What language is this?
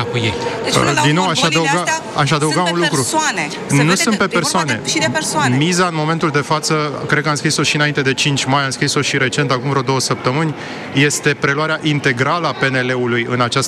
Romanian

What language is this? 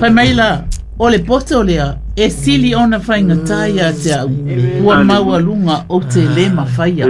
Samoan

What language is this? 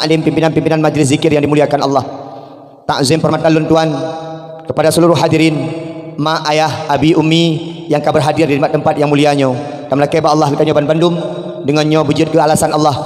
Achinese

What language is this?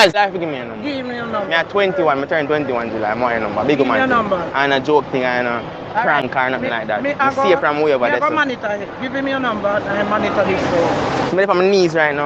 Jamaican Creole English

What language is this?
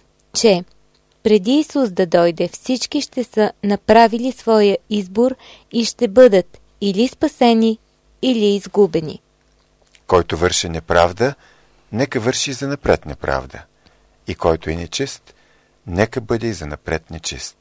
Bulgarian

